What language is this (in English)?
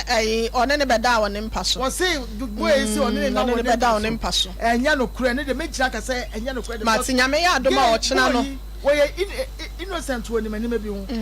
Akan